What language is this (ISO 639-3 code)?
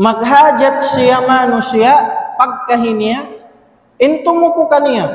tsg